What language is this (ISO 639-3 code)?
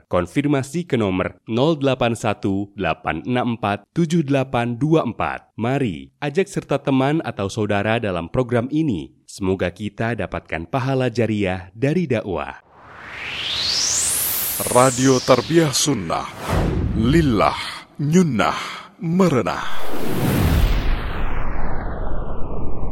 ind